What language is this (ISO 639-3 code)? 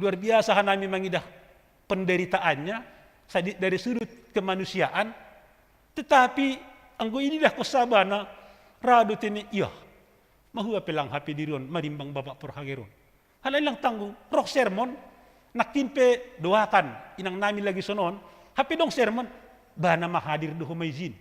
bts